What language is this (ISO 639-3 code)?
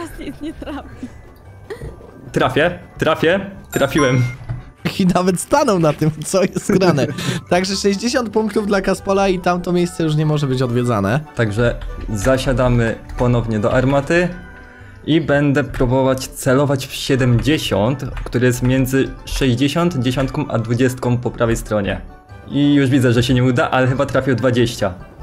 pol